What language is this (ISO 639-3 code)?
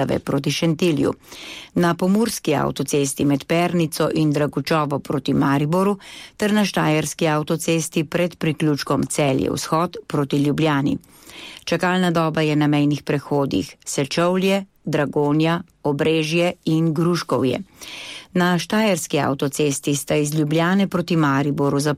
slv